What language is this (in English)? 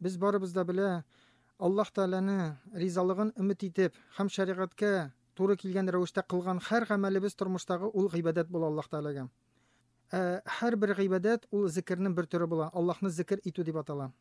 Tatar